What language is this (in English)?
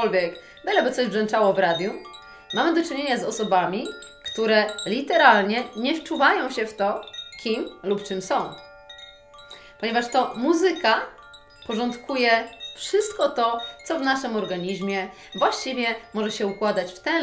Polish